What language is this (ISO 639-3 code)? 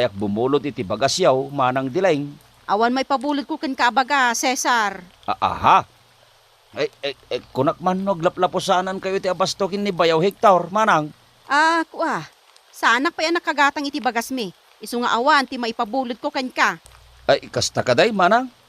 ilo